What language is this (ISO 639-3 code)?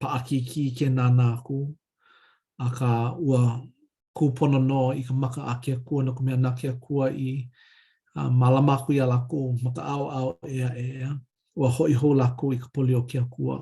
haw